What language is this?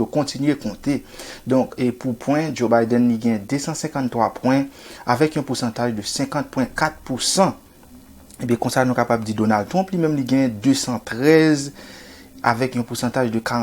Haitian Creole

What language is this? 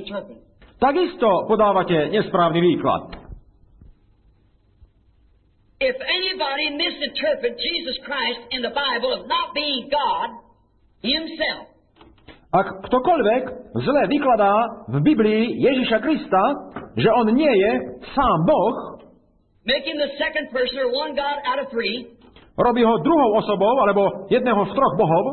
Slovak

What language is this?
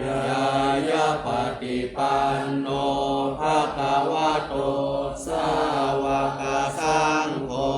Pali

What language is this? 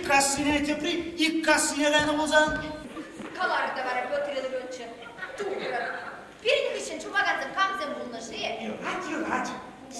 Chuvash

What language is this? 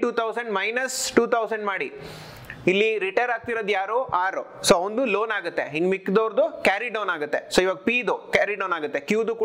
Kannada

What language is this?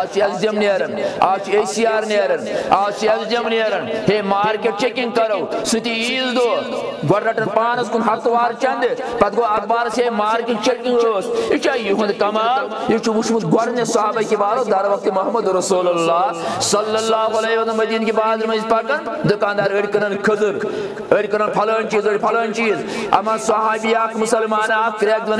Kashmiri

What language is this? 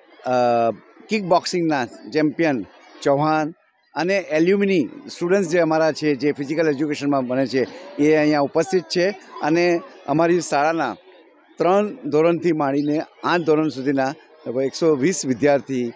Gujarati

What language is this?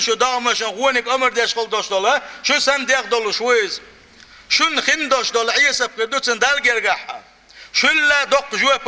Chechen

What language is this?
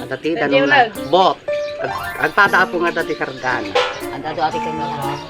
Iloko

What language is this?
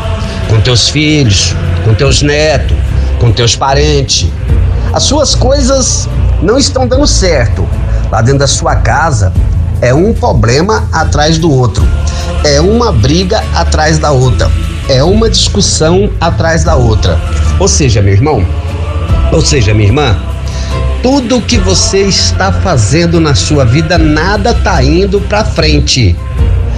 Portuguese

